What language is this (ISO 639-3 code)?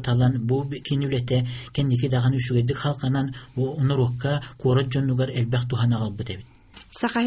sah